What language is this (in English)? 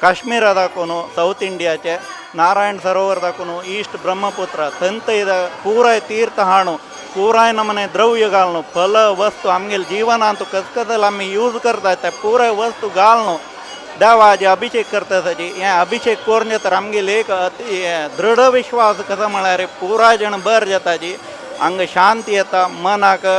Konkani